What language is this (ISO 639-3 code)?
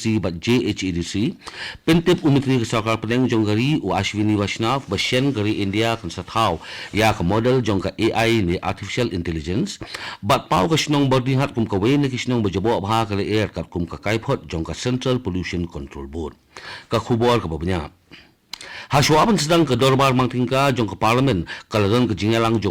kha